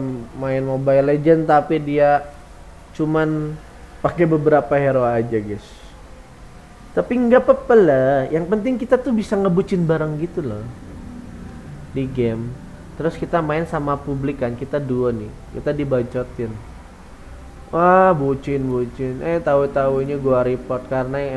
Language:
Indonesian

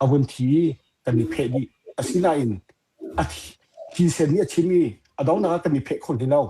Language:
Hakha Chin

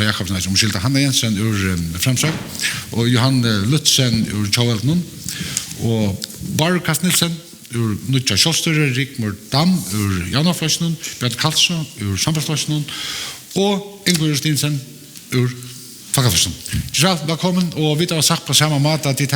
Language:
Faroese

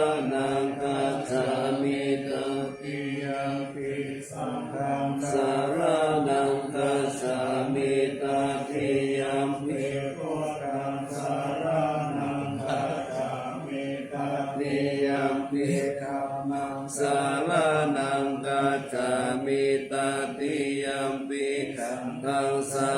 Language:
Pali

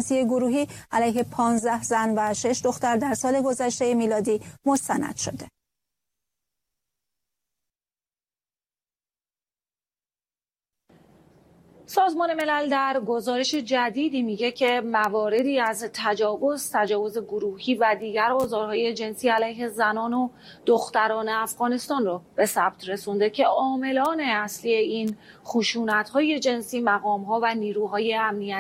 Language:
Persian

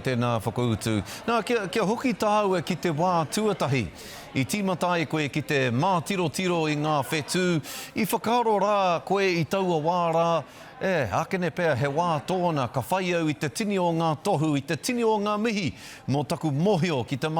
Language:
Māori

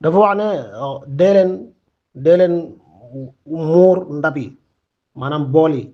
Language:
Wolof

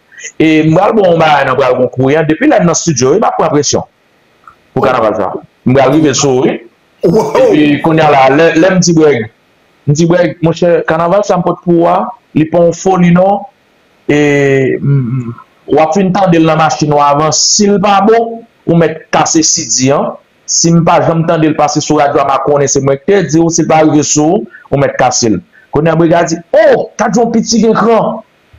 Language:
Haitian Creole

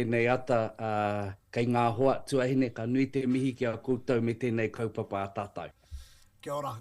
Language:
Māori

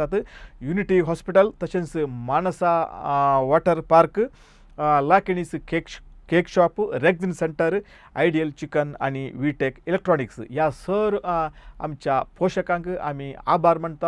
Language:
Konkani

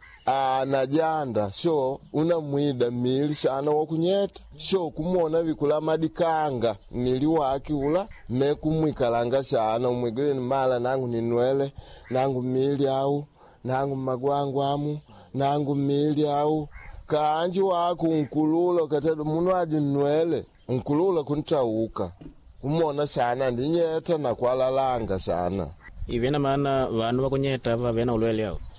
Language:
Makonde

